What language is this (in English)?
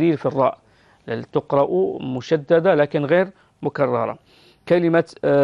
Arabic